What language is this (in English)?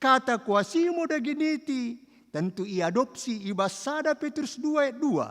Batak Karo